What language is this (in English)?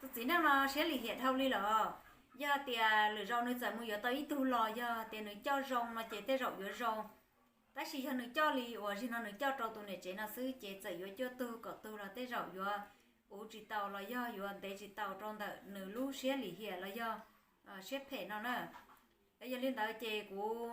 Hmong